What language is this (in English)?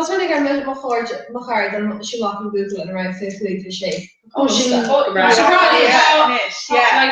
Irish